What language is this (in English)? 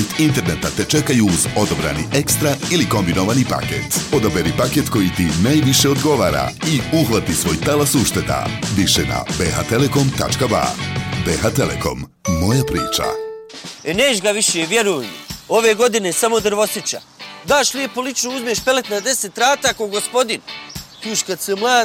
Bosnian